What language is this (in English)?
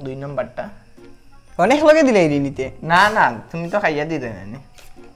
Sylheti